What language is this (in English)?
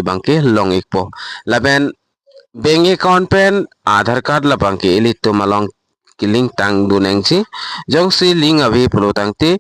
Karbi